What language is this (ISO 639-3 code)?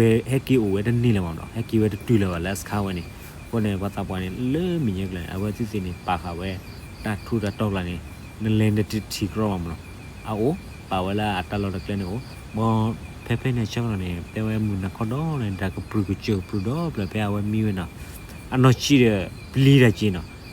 ksw